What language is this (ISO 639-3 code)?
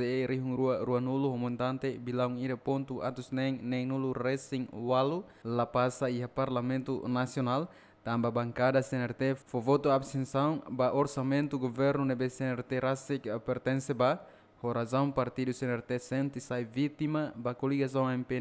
tet